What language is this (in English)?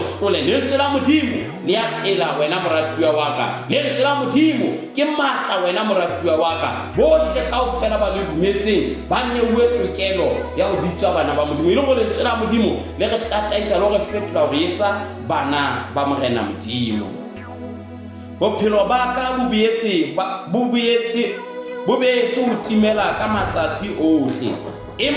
Southern Sotho